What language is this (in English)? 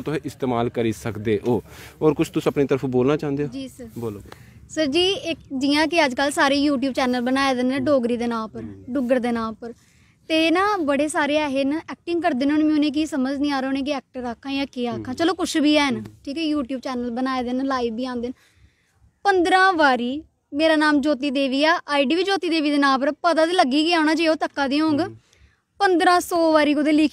Dogri